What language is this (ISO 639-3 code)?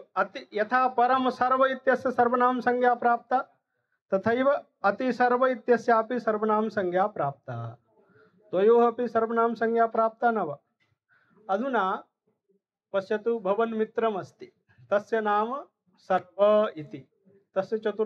san